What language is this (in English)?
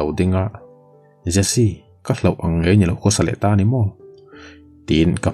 Mizo